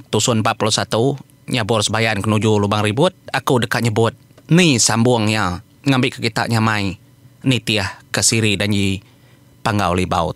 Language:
Iban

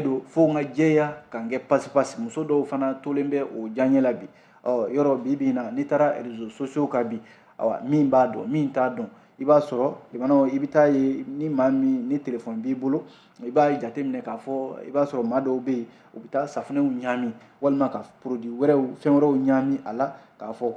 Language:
Bambara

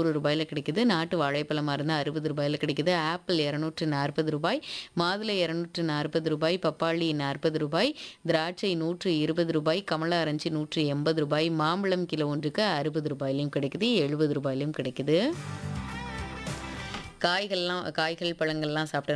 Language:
Tamil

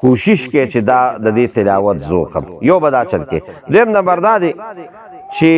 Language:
Pashto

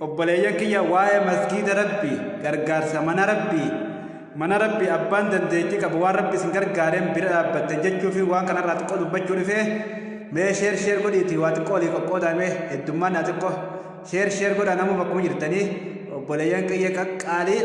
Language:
Oromo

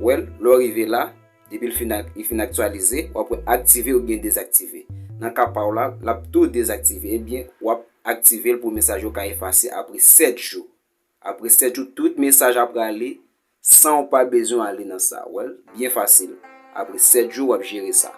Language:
Haitian Creole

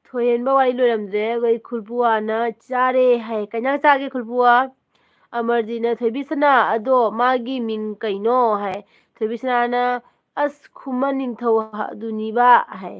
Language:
Manipuri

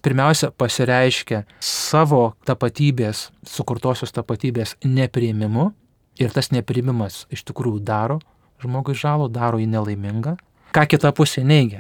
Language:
Lithuanian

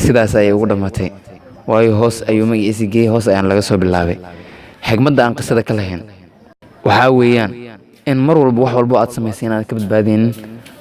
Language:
Somali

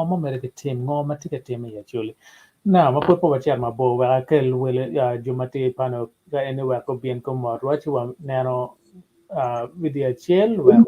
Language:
Acoli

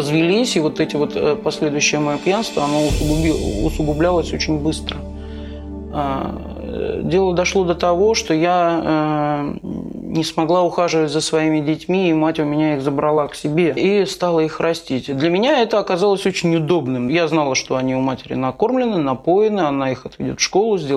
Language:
Russian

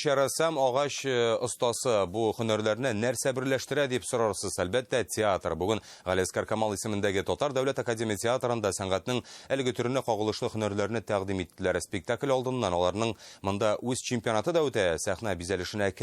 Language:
Tatar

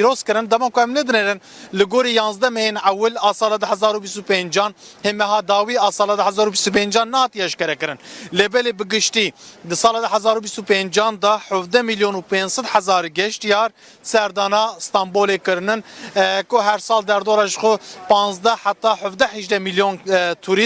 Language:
Kurdish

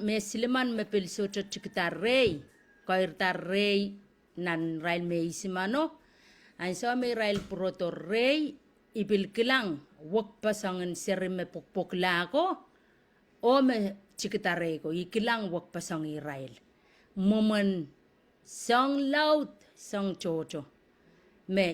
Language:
Pohnpeian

